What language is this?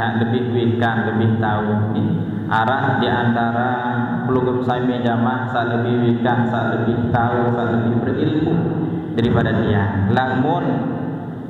Sasak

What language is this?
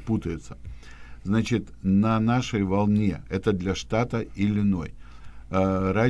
Russian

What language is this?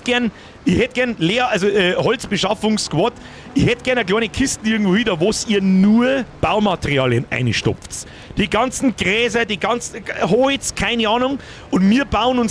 Bavarian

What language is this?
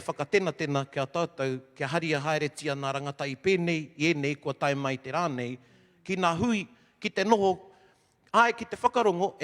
Māori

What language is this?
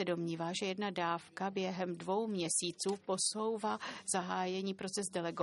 Czech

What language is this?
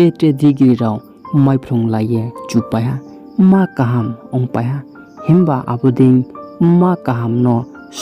Riang (India)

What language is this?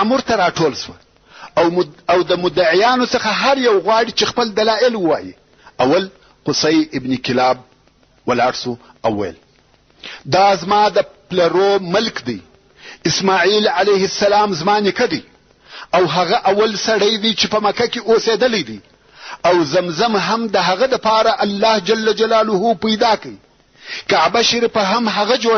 Pashto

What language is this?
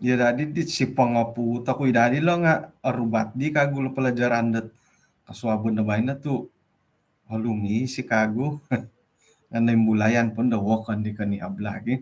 Central Dusun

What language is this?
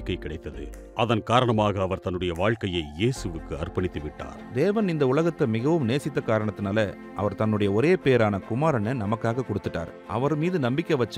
Tamil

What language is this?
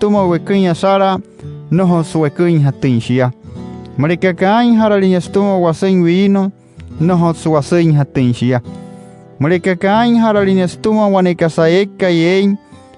Wayuu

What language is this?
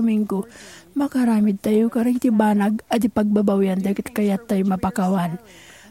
Iloko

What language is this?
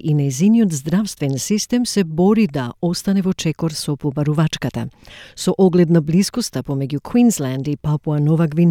Macedonian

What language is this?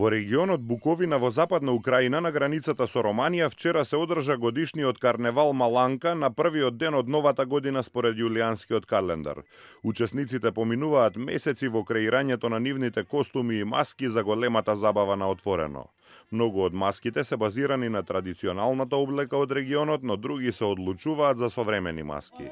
Macedonian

